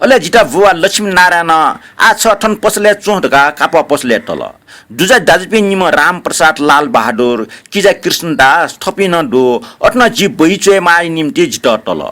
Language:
Newari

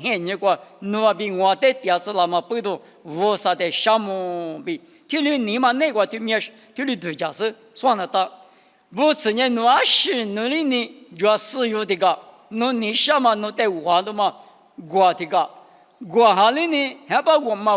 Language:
Lisu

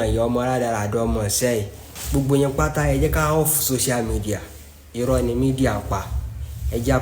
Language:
Yoruba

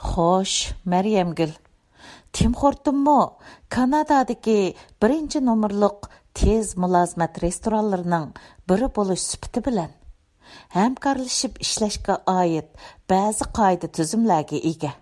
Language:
Uyghur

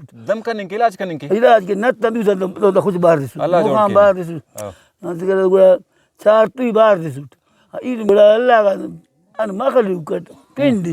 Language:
Brahui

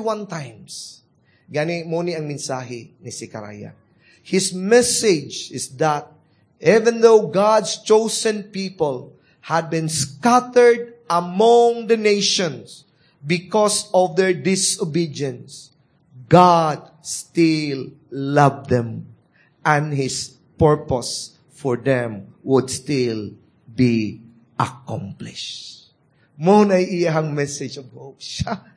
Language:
Cebuano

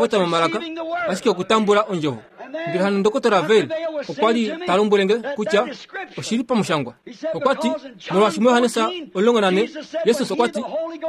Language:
Kuanyama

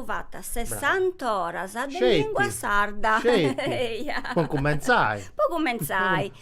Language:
Sardinian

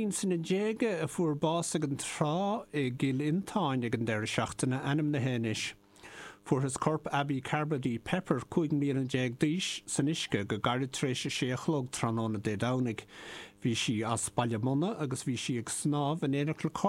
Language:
Irish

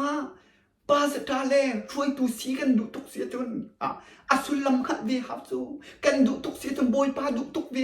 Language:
Hakha Chin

